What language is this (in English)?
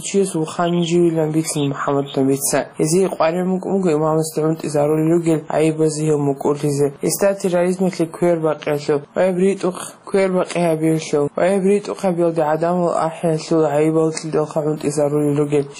Avaric